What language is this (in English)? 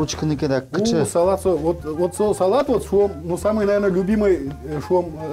Udmurt